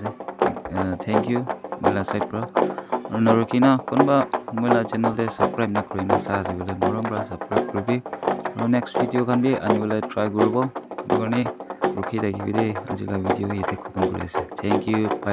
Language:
Naga Pidgin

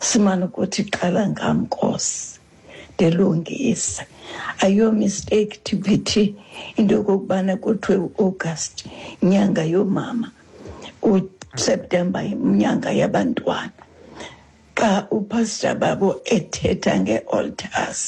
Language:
Xhosa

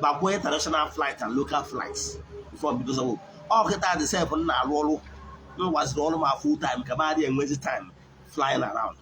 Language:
Igbo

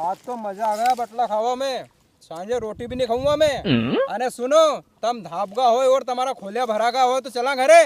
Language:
Rajasthani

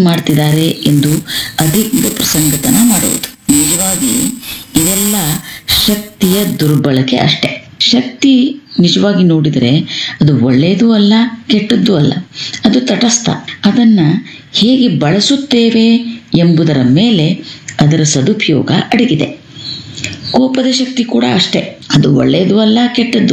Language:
Kannada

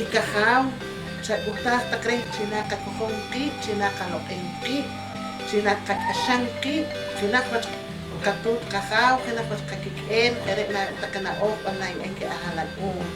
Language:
Poqomchi'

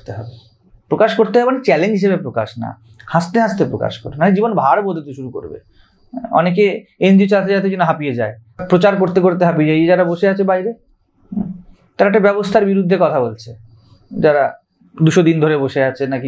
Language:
Bangla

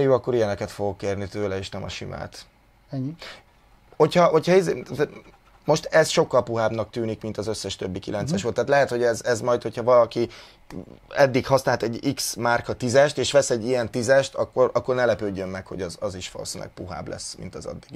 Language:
Hungarian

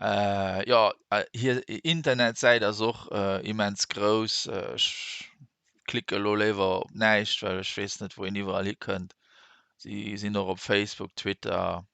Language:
Luxembourgish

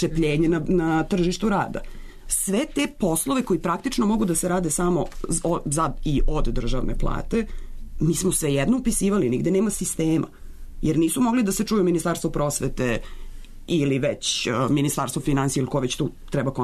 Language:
Serbian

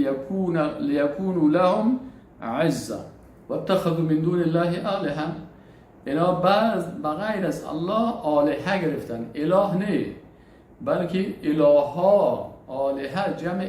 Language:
Persian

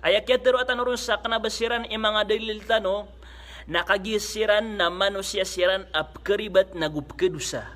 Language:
Maranao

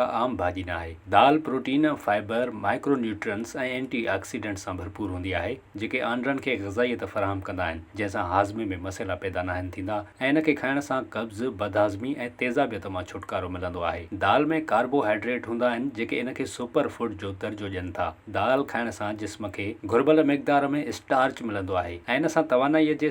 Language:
Sindhi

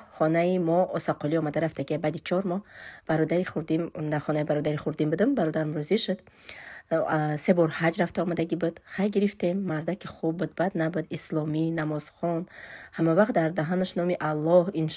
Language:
Tajik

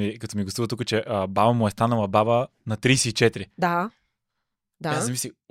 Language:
Bulgarian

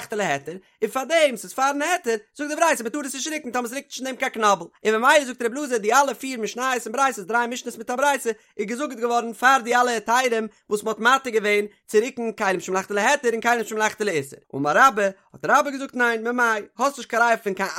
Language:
Yiddish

